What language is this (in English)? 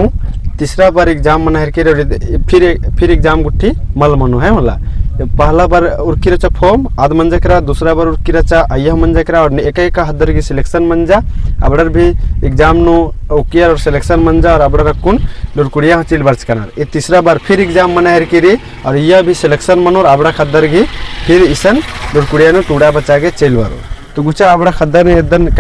Kurukh